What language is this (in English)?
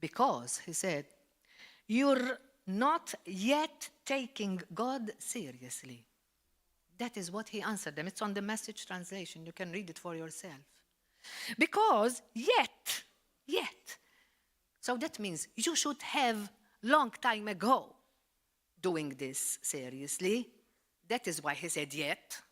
English